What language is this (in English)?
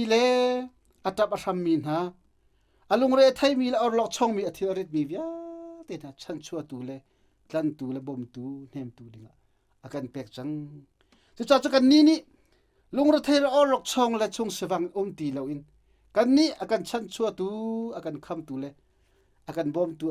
Hakha Chin